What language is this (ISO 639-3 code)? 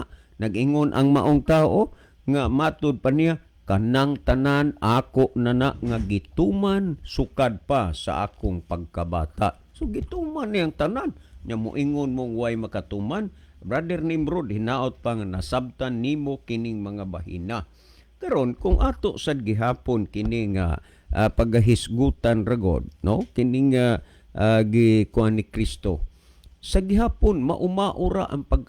ceb